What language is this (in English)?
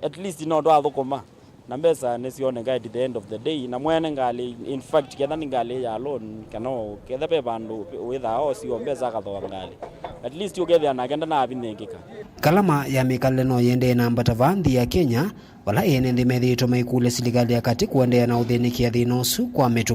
Kamba